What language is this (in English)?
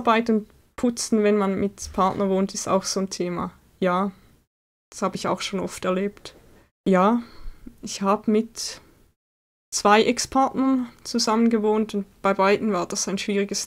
Swiss German